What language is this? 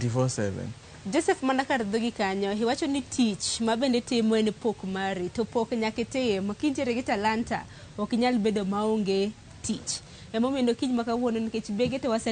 Luo (Kenya and Tanzania)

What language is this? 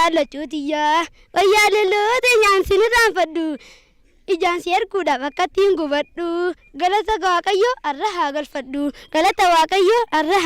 Oromo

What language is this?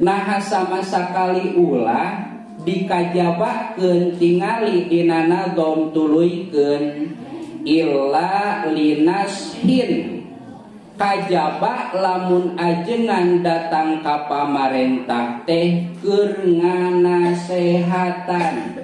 Sundanese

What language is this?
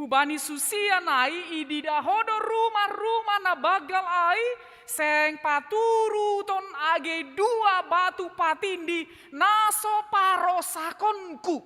Batak Simalungun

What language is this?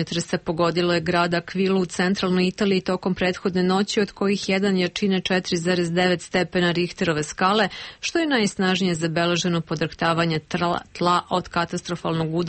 Serbian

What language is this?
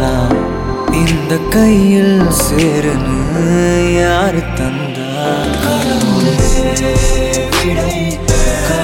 Tamil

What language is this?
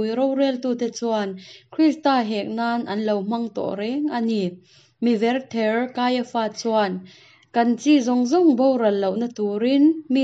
Hakha Chin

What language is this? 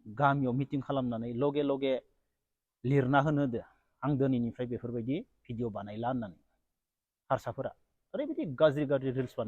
Bodo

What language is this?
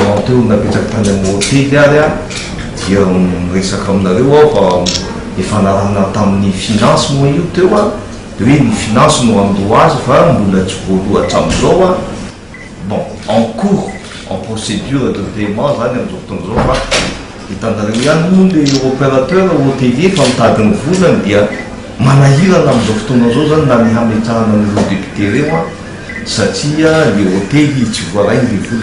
Malagasy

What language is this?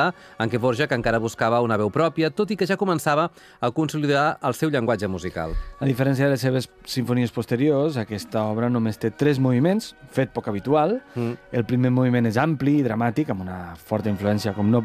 Catalan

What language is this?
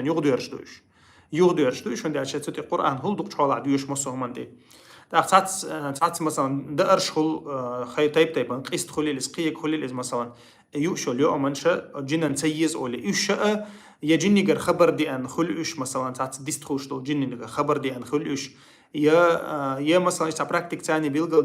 Chechen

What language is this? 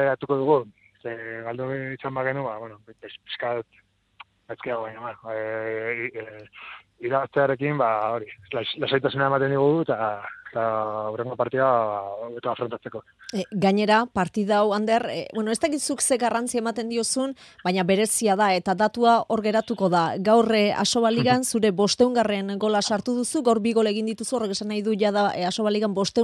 Basque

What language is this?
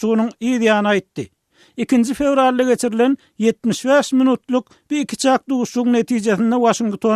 Turkmen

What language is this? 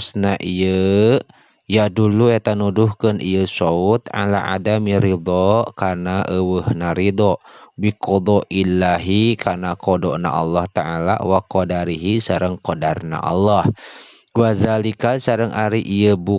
Sundanese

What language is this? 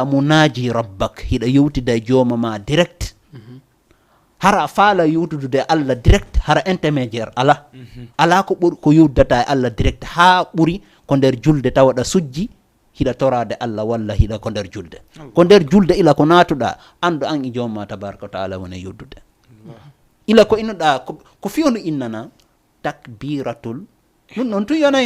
Fula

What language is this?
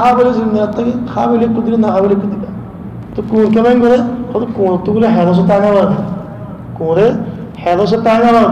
Rohingya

